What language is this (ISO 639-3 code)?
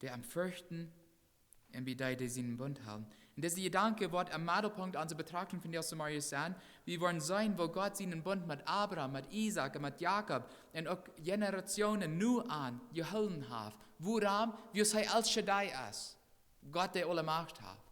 pdt